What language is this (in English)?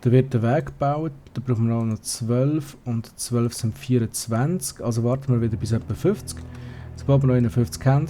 Swiss German